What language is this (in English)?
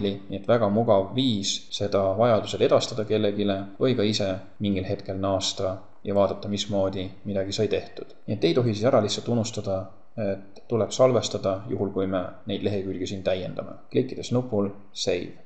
Estonian